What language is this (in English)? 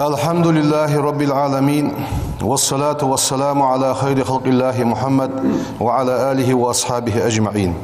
Ingush